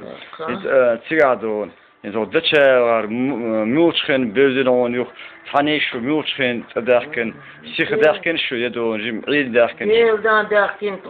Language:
Chechen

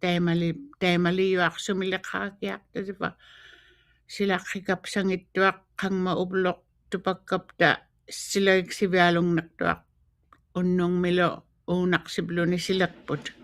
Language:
Western Canadian Inuktitut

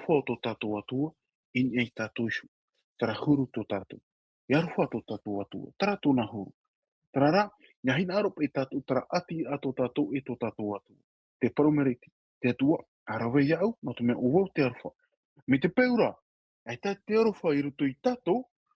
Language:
Tahitian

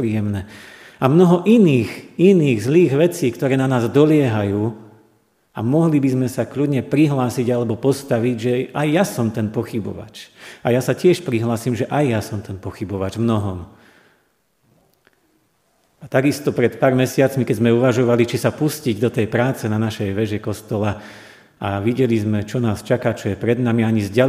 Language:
Slovak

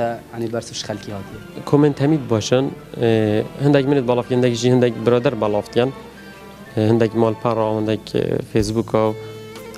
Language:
Kurdish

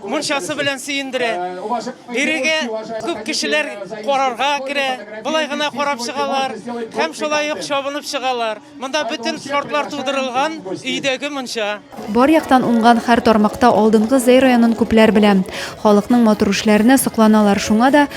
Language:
Tatar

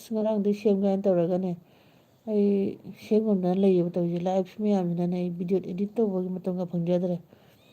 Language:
Manipuri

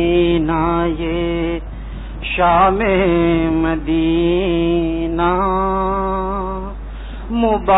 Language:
Urdu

